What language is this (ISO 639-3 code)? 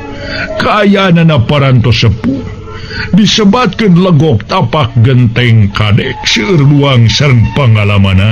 sun